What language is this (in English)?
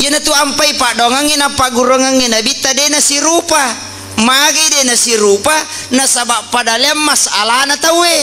Buginese